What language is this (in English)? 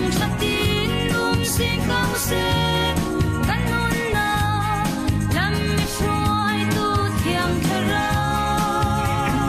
Falam Chin